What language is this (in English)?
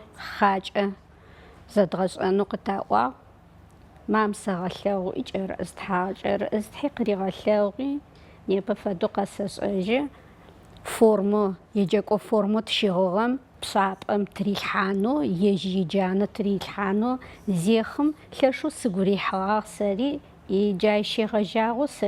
Adyghe